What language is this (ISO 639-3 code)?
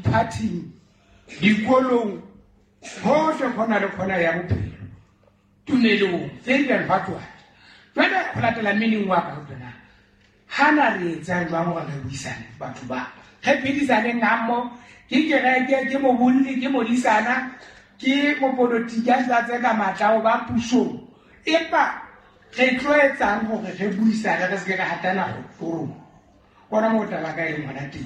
sot